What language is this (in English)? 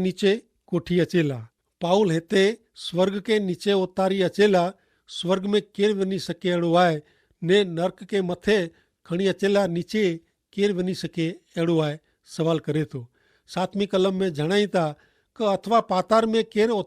Kachhi